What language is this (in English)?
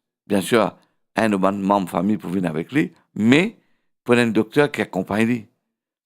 Morisyen